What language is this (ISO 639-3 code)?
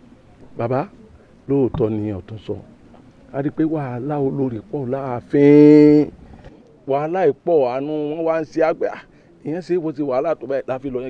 yor